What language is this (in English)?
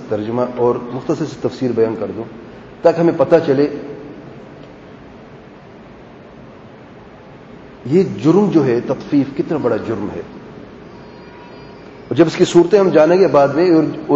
Urdu